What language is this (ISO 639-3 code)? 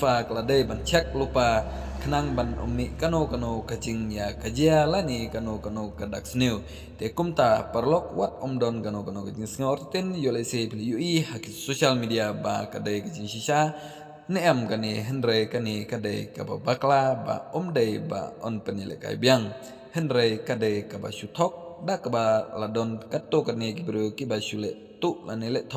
kha